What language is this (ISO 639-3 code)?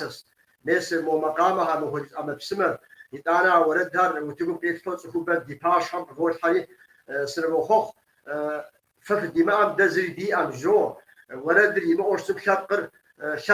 kbd